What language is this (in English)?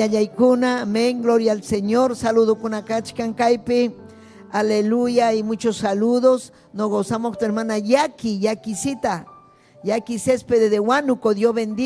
Ayacucho Quechua